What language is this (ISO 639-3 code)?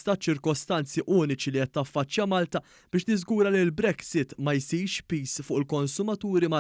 mlt